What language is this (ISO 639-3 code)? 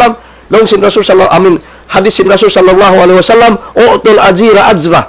tsg